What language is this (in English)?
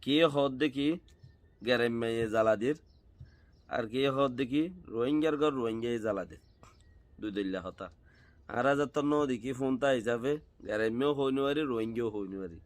Rohingya